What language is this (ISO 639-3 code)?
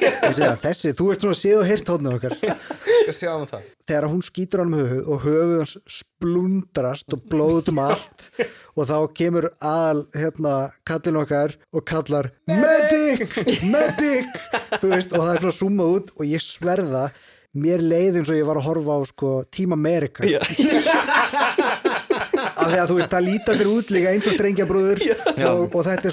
isl